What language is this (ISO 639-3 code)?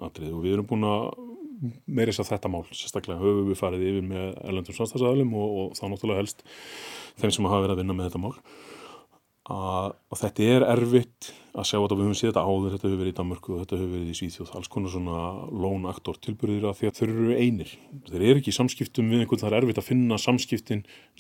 isl